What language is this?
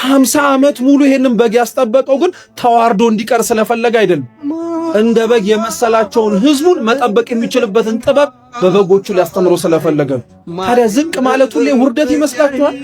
Amharic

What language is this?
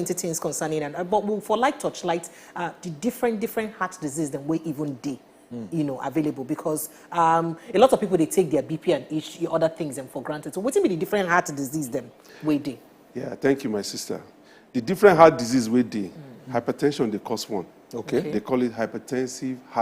Nigerian Pidgin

